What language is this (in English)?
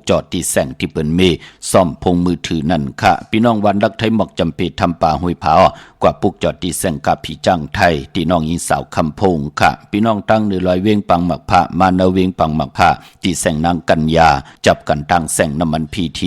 Shan